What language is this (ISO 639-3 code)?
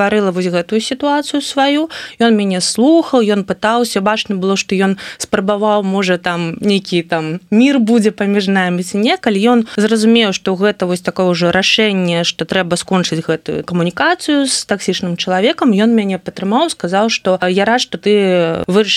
bel